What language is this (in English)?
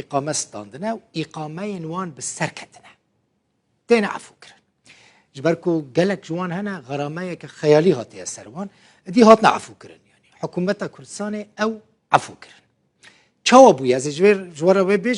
Kurdish